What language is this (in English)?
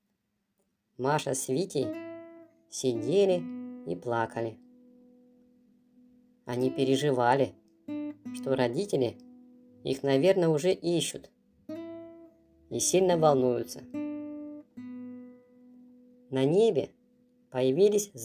Russian